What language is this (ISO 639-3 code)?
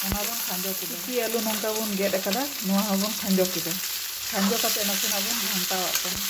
sat